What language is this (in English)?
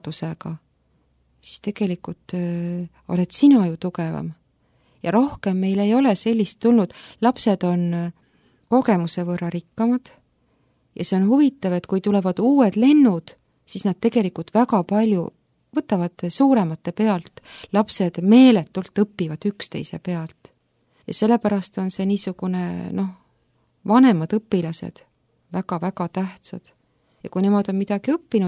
Estonian